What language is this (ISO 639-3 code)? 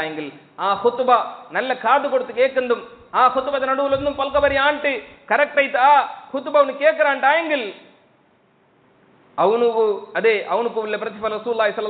mal